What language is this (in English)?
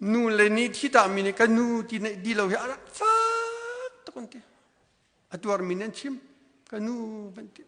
Hakha Chin